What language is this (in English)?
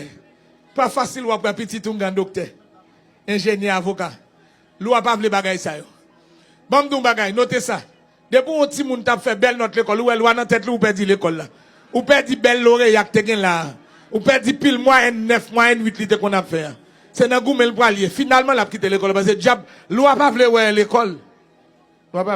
Haitian Creole